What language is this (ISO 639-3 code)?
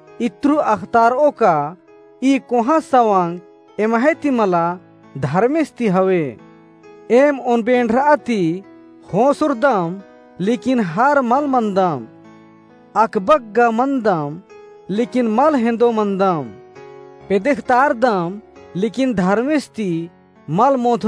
kru